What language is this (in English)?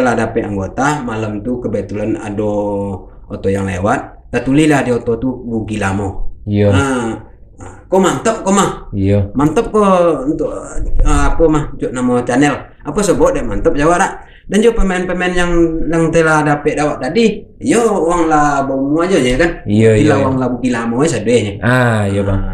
Minangkabau